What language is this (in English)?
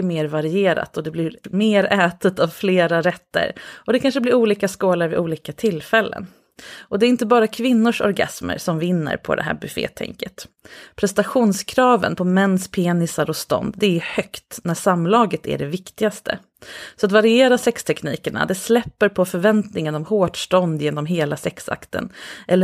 Swedish